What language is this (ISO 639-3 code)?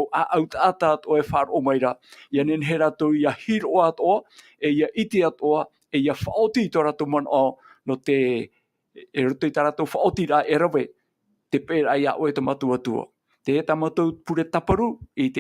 tah